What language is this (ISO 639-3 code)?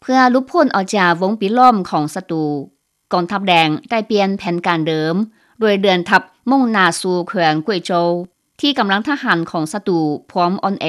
lao